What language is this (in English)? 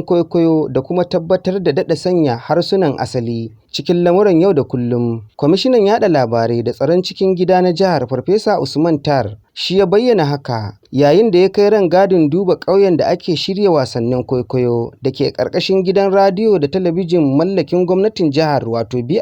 Hausa